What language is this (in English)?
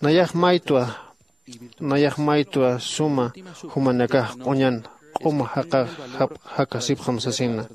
Aymara